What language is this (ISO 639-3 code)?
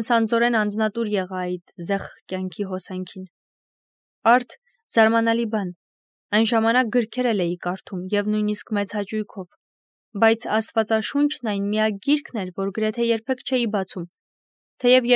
hye